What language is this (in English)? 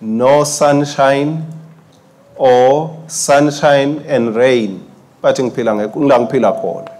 Swati